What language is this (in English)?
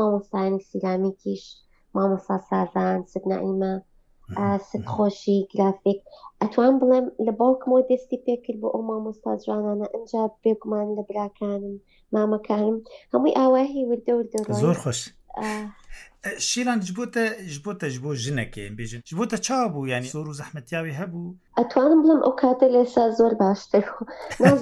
Central Kurdish